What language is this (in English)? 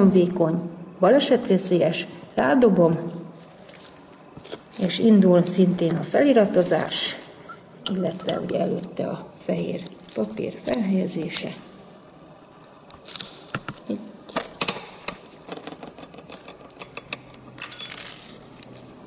Hungarian